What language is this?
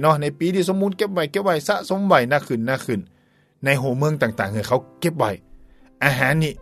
Thai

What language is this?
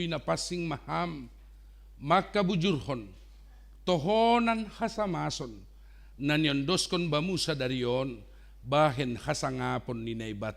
Batak Simalungun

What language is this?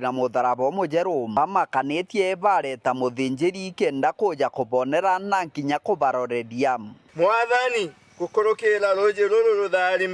Meru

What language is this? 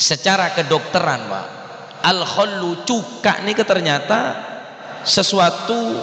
Madurese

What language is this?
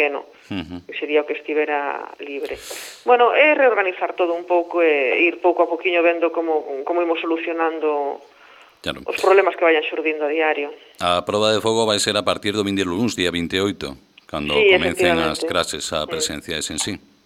Galician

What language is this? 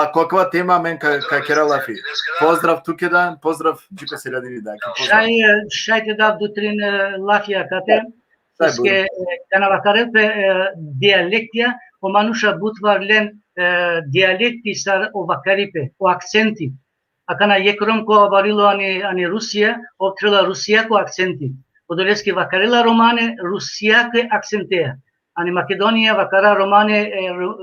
Balkan Romani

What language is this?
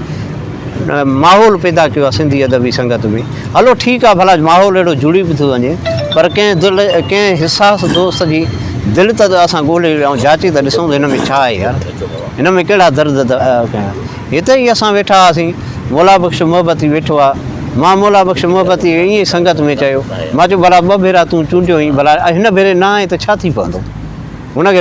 Sindhi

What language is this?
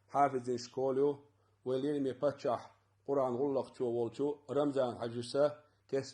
Chechen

